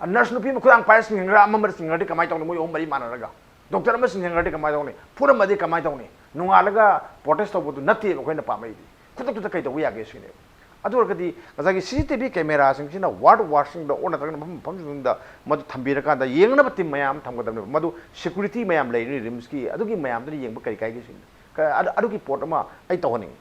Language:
Manipuri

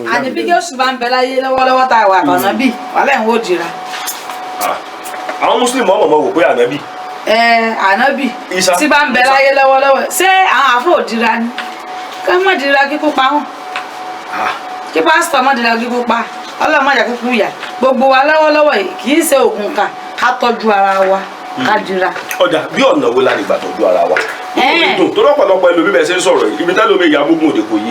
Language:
Yoruba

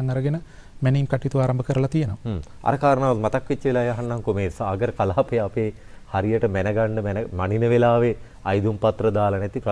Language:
Sinhala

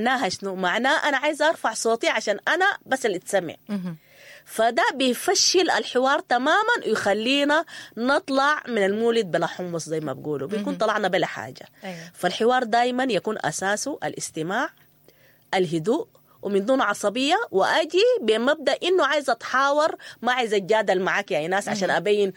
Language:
Sudanese Arabic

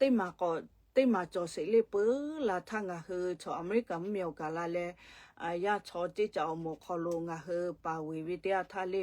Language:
Lahu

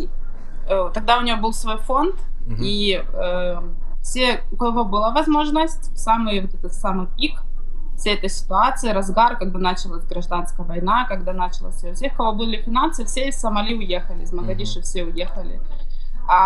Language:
Russian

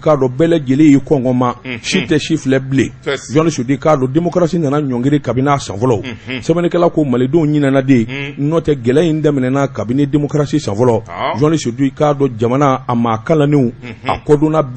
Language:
Bambara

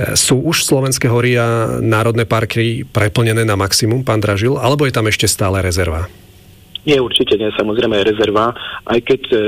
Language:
Slovak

